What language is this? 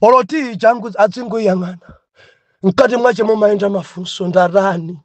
Nyanja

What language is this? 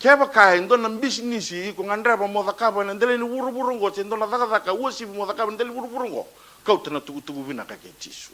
Fijian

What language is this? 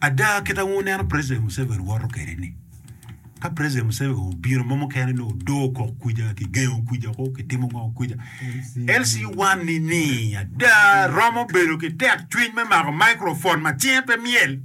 Acoli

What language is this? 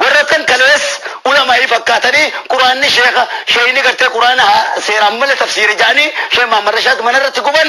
Oromo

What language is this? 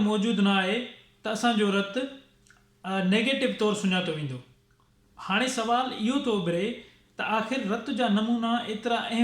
Sindhi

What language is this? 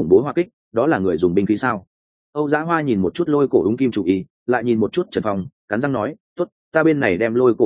Vietnamese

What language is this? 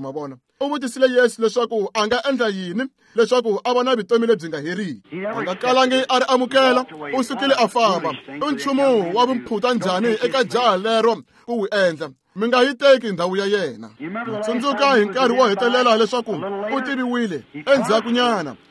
Tsonga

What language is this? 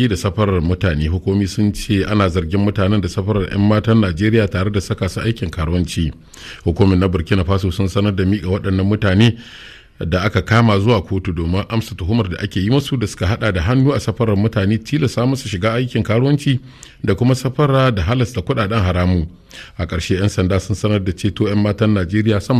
Hausa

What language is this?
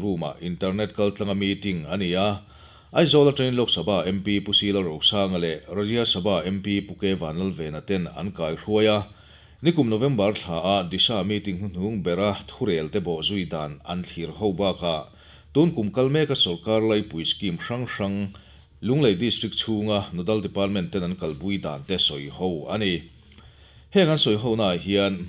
Mizo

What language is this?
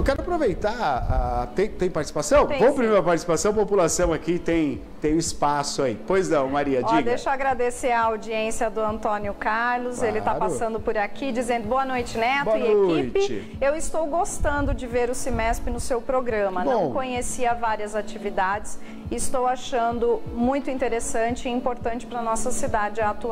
Portuguese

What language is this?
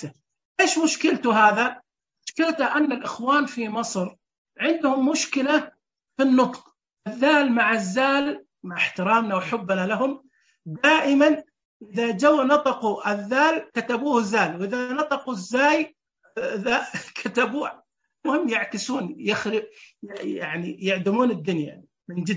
Najdi Arabic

